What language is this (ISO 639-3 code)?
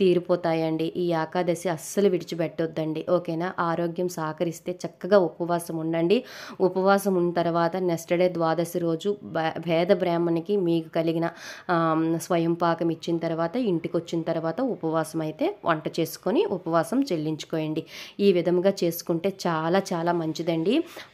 tel